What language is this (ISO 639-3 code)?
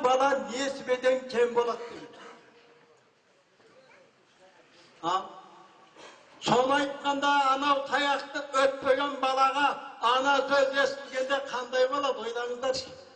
kaz